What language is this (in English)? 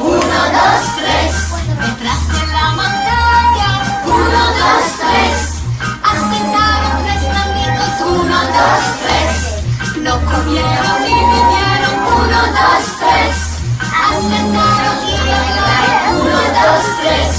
Ladino